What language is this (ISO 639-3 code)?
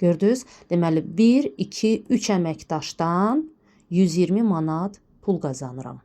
aze